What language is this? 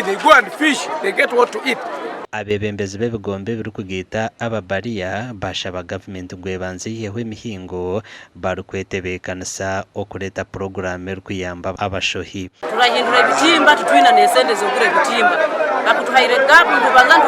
Nyankole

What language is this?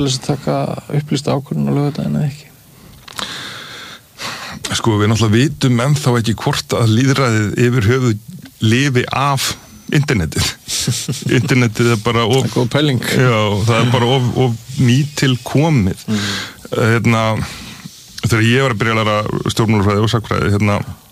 Icelandic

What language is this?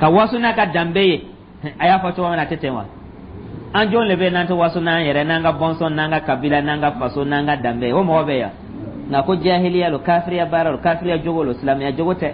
Dyula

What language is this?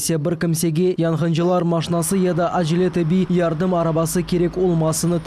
Crimean Tatar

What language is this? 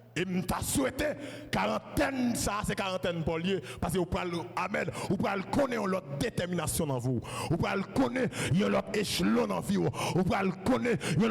Haitian Creole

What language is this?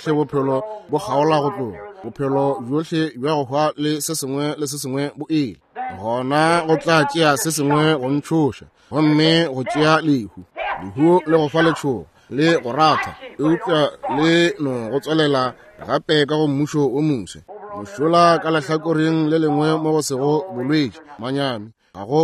Northern Sotho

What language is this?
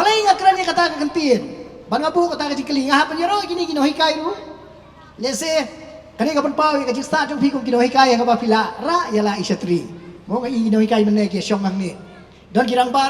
Khasi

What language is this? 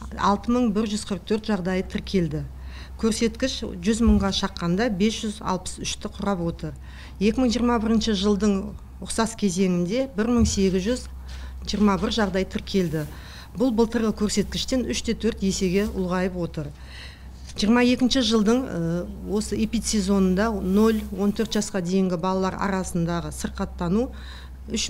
Kazakh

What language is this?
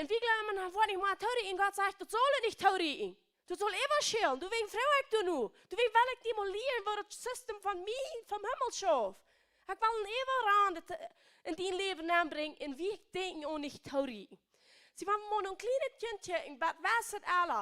Plautdietsch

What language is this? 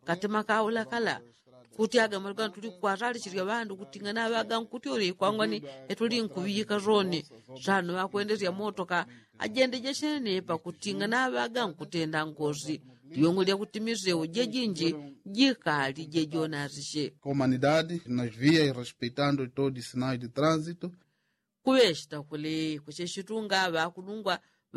Yao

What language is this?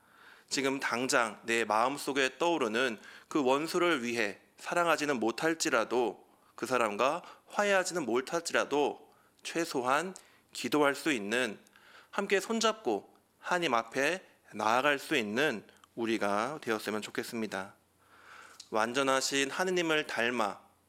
Korean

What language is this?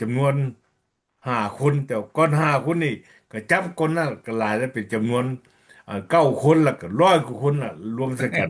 Lao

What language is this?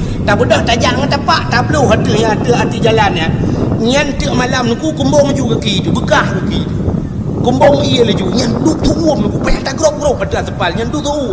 Achinese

